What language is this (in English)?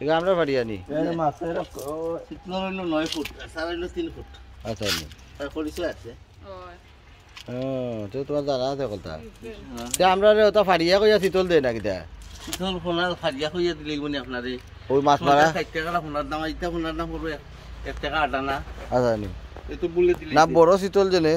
Sylheti